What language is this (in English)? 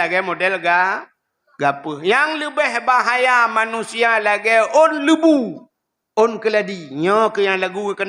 Achinese